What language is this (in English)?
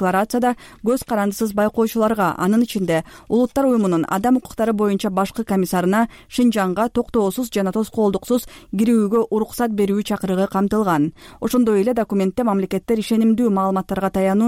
Kyrgyz